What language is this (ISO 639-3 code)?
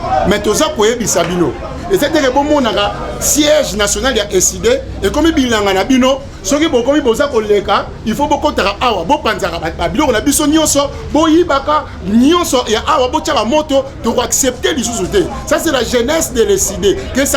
lin